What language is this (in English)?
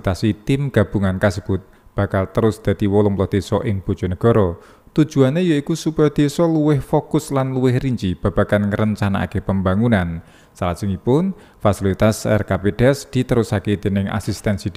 Javanese